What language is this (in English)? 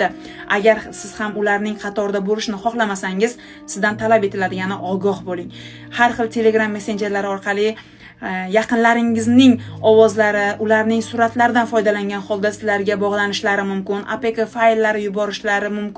Uzbek